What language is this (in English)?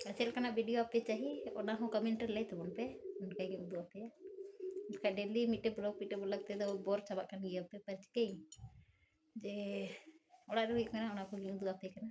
Santali